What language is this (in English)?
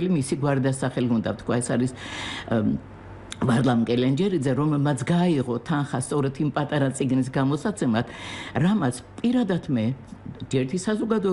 Georgian